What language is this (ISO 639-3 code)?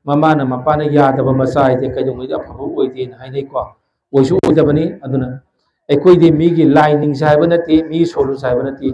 mni